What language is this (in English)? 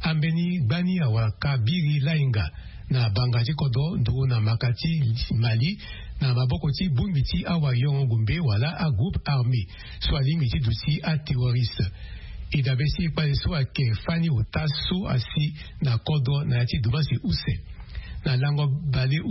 Sango